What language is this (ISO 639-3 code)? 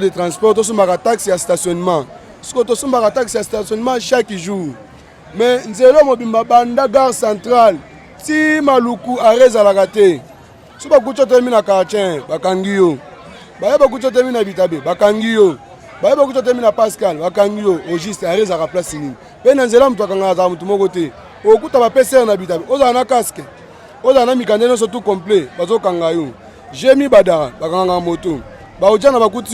lin